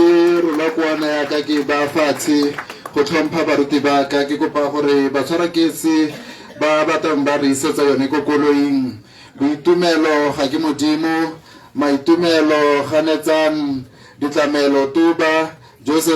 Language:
Tswana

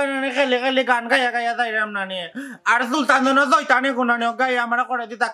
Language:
Sylheti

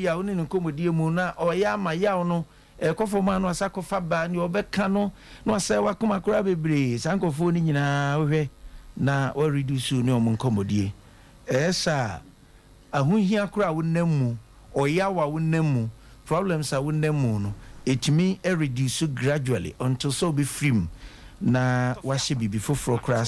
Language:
Akan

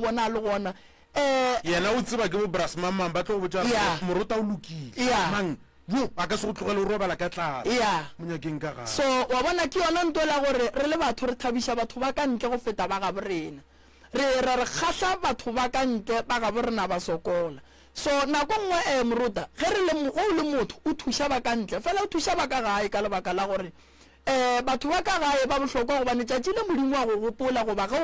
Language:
Northern Sotho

